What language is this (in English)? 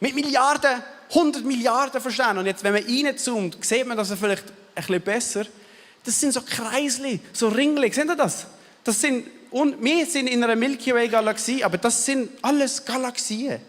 Swiss German